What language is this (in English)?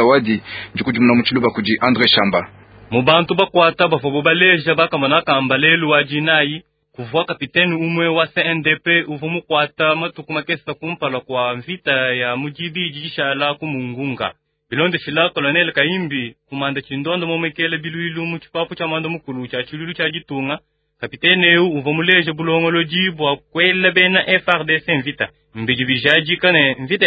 Luba-Lulua